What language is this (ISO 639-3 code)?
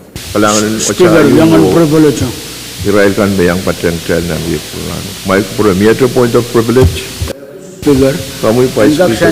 pon